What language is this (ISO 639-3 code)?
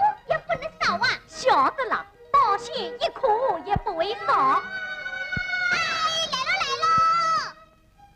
wuu